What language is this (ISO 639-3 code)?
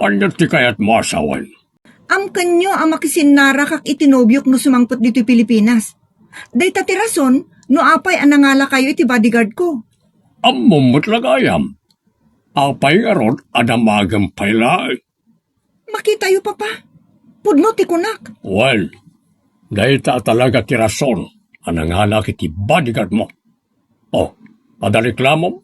ilo